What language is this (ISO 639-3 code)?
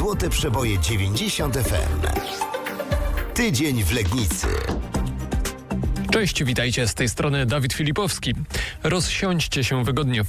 pol